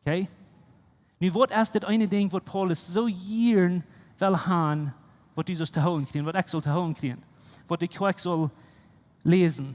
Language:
Plautdietsch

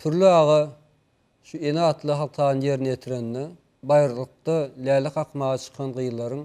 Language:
Turkmen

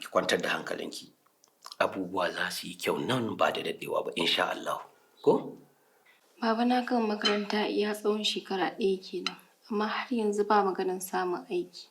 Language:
Hausa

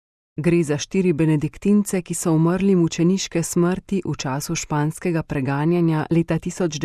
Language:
Slovenian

